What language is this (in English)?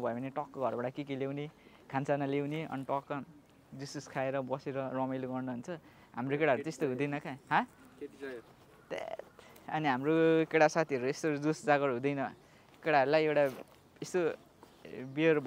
Nepali